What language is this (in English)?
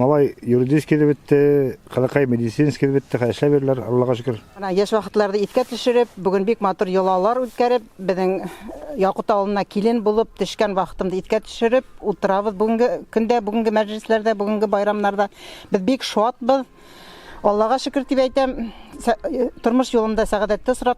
Bashkir